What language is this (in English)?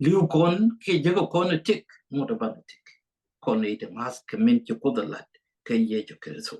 Nuer